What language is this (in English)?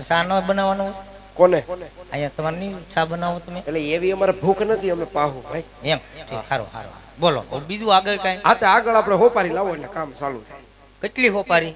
Gujarati